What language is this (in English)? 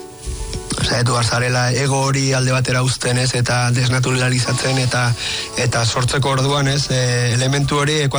Basque